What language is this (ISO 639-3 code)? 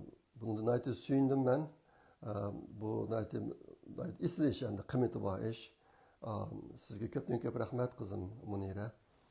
uig